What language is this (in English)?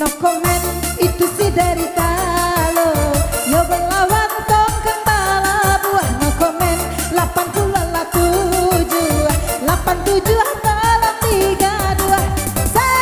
Minangkabau